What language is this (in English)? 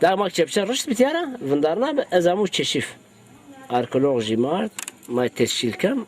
Zaza